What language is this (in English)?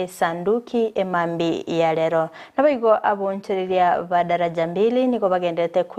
Gusii